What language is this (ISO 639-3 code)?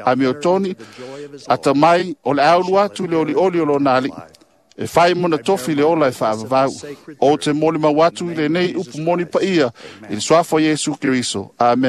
smo